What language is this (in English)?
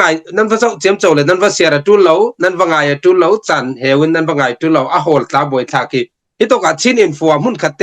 Falam Chin